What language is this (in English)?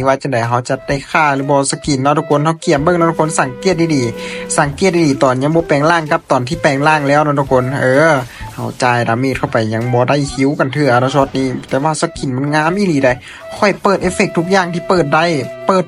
Lao